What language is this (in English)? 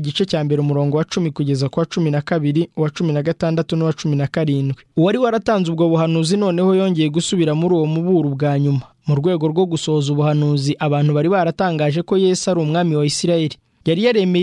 Kinyarwanda